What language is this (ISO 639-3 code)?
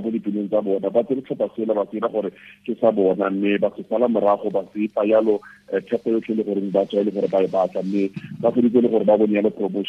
tsn